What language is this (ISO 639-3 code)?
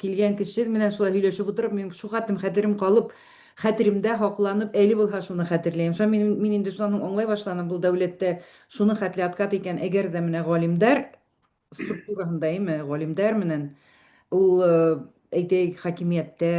bak